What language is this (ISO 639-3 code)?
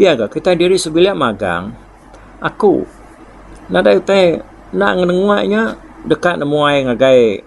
iba